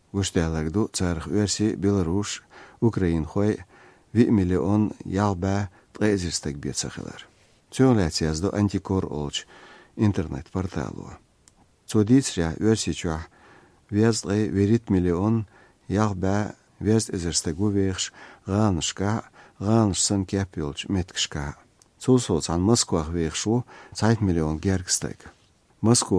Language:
Chechen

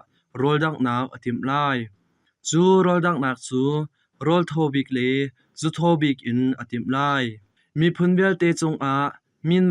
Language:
Hakha Chin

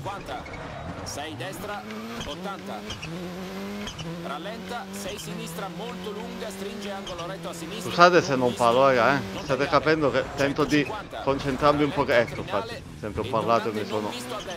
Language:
Italian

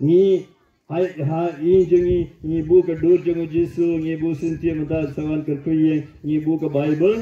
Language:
Khasi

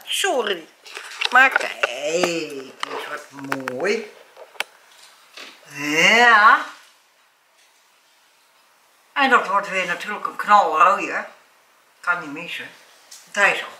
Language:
Dutch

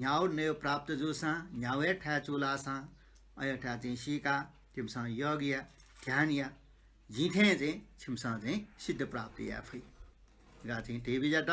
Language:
Newari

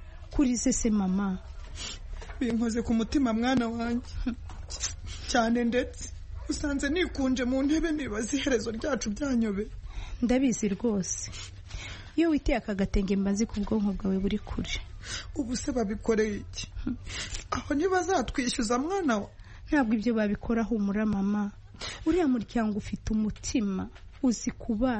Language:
Kinyarwanda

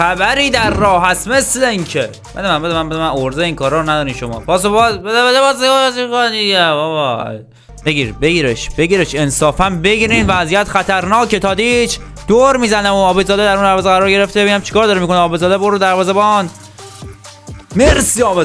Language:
Persian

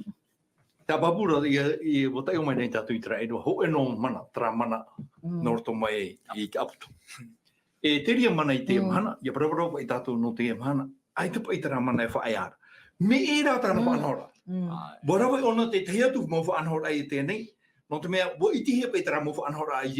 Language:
Tahitian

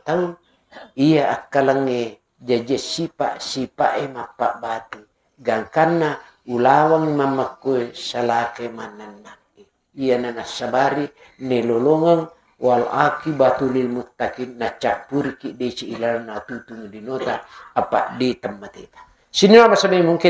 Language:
Buginese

